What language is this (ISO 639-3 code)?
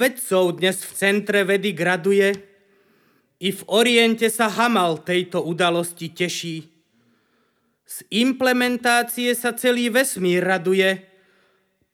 slk